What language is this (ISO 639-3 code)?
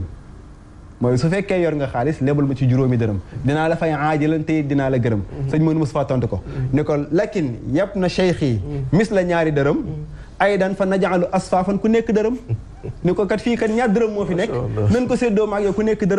wol